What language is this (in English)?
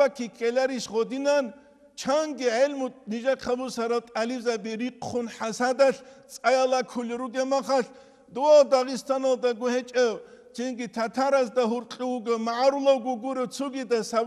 Avaric